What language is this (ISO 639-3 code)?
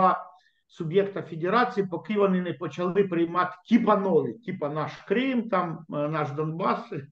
ukr